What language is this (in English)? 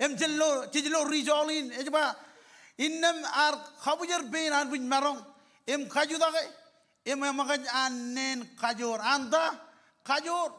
Marshallese